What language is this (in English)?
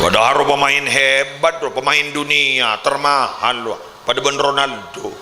Madurese